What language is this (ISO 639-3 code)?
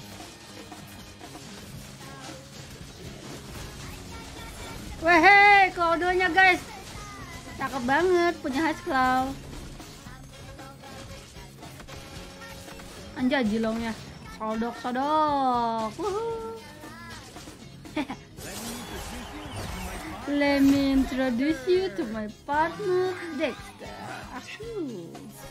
ind